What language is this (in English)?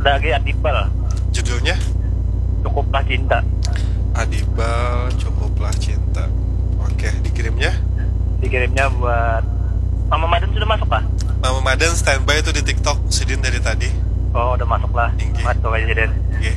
Banjar